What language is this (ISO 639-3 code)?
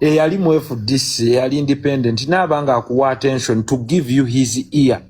lug